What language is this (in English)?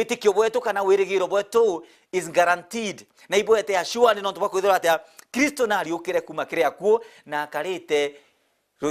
Meru